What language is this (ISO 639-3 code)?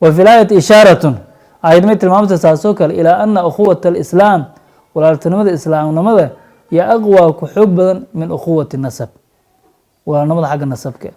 som